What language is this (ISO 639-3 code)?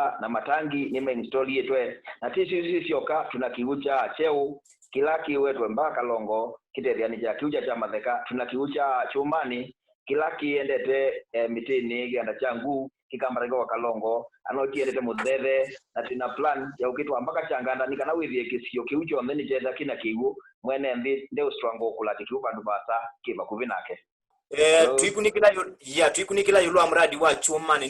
kam